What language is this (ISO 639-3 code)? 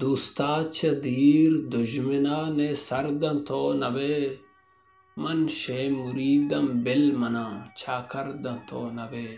bal